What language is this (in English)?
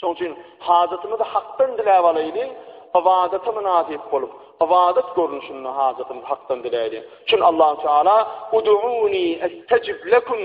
Turkmen